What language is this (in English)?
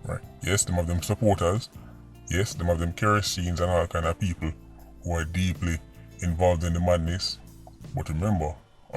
Jamaican Creole English